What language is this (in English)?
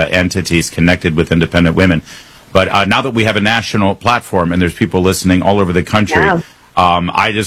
English